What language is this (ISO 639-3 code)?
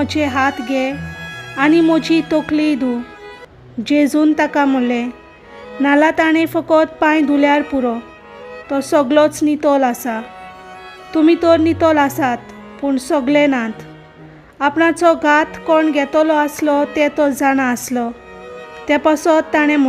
kok